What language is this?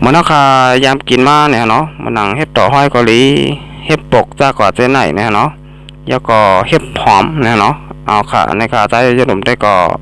Shan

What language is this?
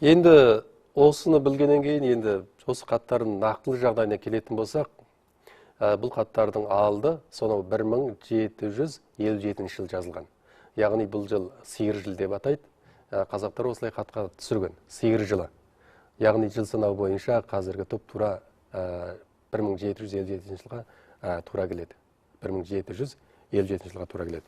Kazakh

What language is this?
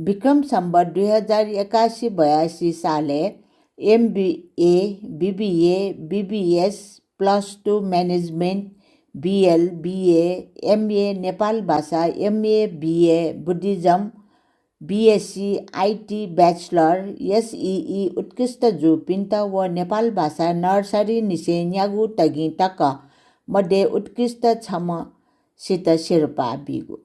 Newari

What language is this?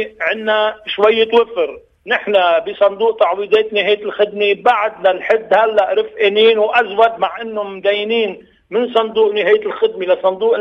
North Levantine Arabic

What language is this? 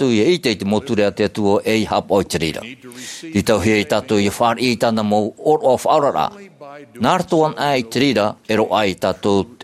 Tahitian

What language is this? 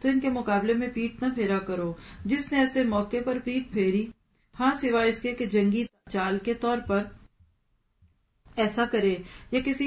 Urdu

